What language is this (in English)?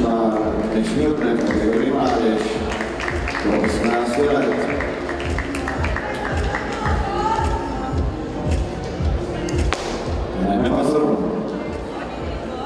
Czech